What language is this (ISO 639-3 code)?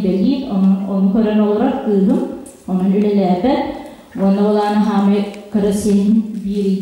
sah